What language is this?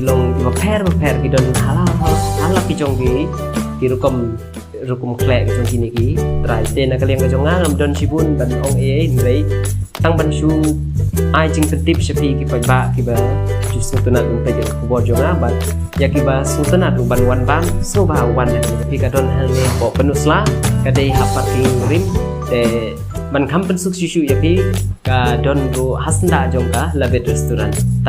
Khasi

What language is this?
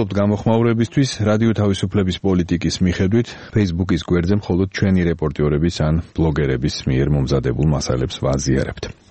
Georgian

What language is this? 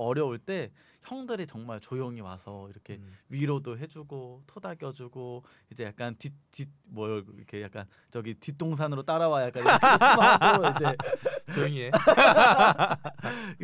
Korean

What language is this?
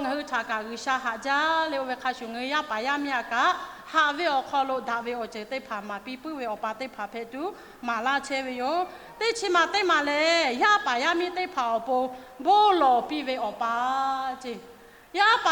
Lahu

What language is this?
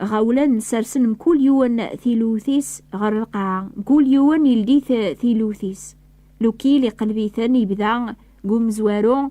Kabyle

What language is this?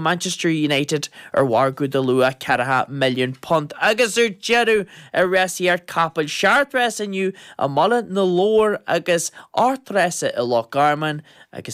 Irish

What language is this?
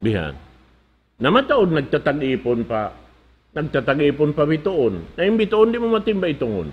Tausug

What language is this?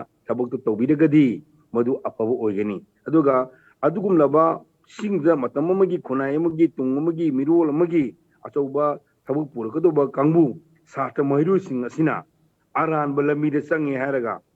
Manipuri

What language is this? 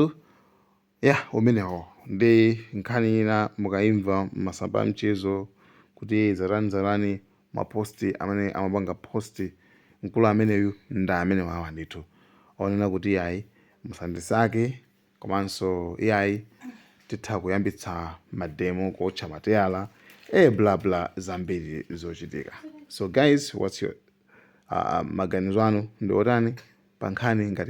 Nyanja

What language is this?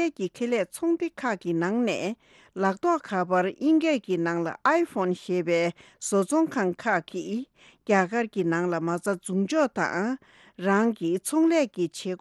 Tibetan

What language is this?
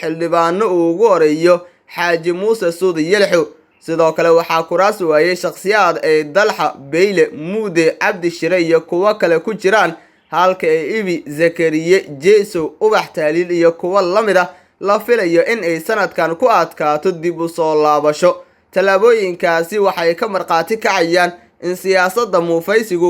Somali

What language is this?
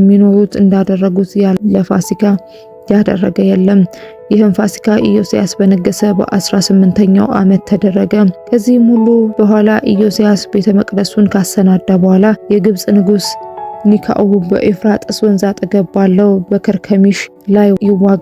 Amharic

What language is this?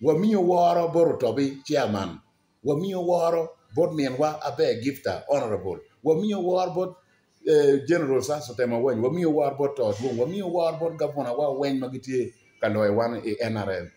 Acoli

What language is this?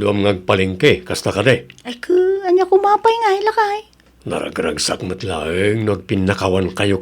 Iloko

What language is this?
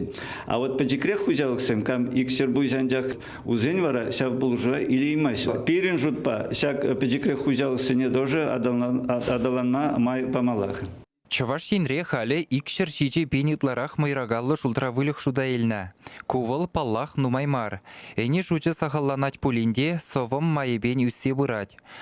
Chuvash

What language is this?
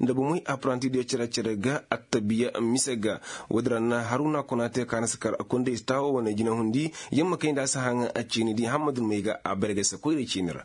Koyraboro Senni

